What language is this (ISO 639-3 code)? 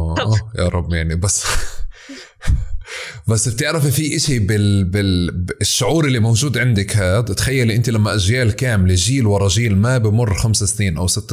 apc